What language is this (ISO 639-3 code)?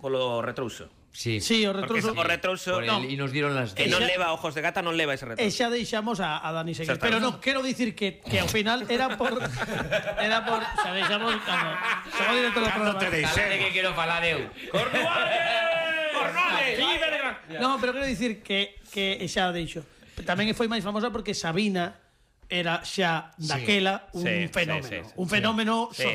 glg